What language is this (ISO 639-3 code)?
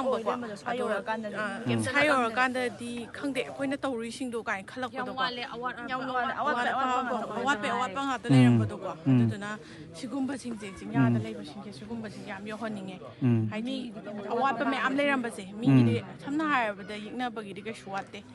mni